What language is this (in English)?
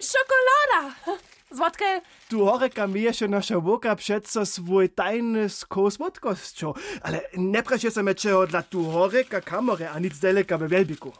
Upper Sorbian